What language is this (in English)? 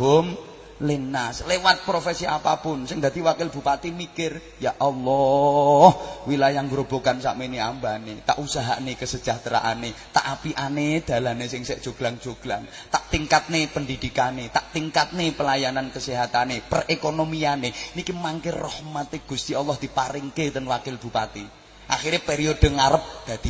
Javanese